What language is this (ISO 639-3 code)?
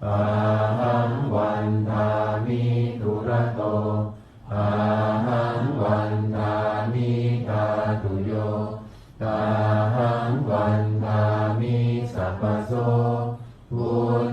pli